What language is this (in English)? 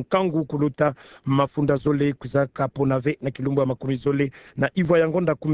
Kituba (Democratic Republic of Congo)